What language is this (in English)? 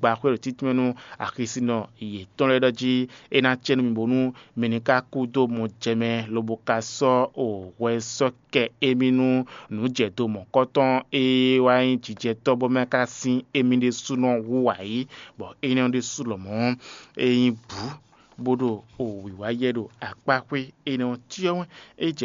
Fon